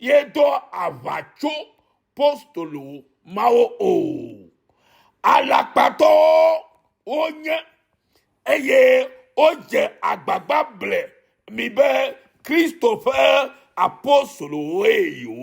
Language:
Ewe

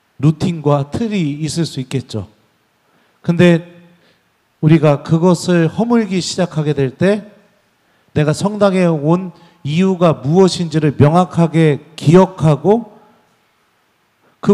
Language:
Korean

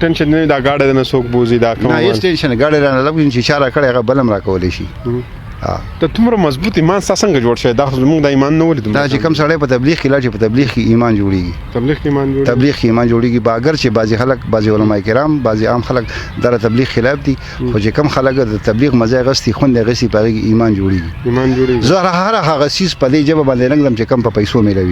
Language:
Pashto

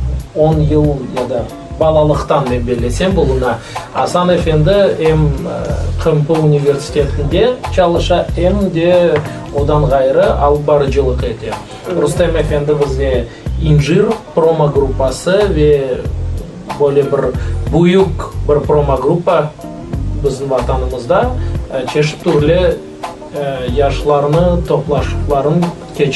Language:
Crimean Tatar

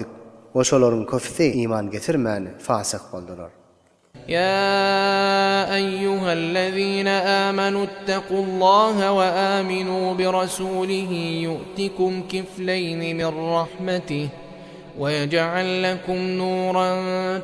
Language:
Turkmen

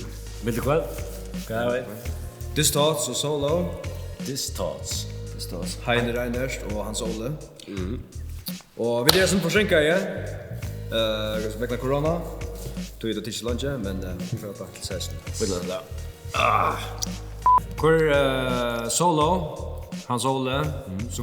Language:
Faroese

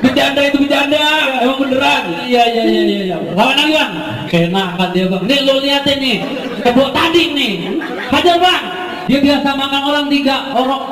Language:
Betawi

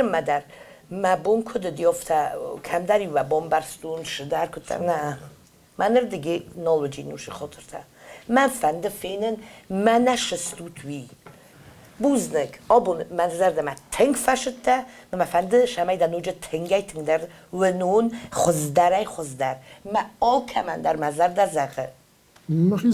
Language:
Ossetic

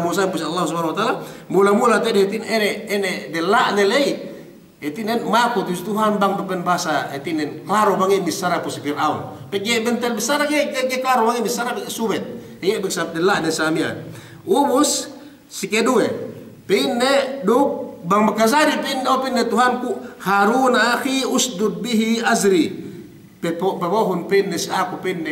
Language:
Yakan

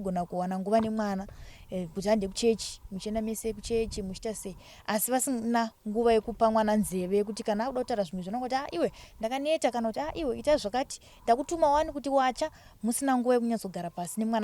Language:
Shona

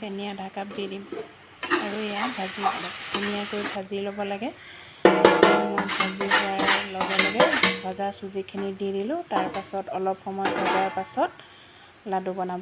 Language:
Assamese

